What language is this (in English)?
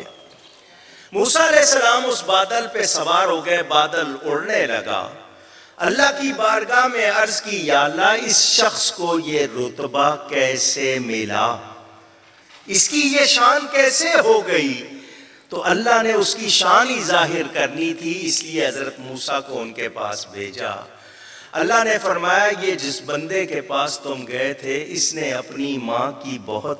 Urdu